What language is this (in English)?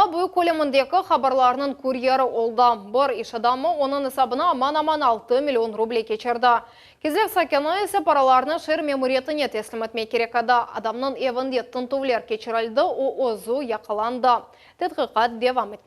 Crimean Tatar